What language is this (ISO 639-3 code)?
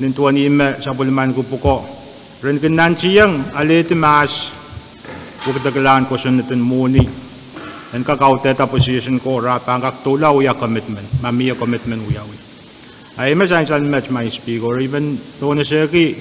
pon